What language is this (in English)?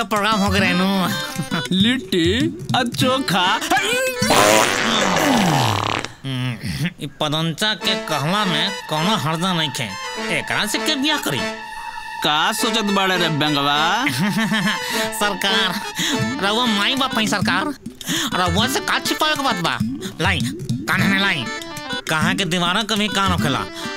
Bhojpuri